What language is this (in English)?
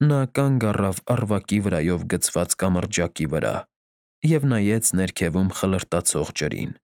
Armenian